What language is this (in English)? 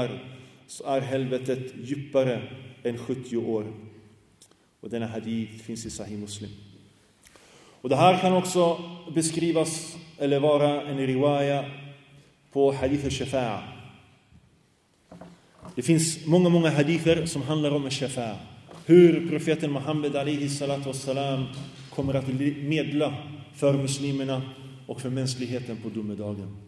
Swedish